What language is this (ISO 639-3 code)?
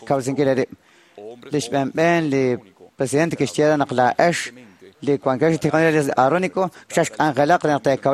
kek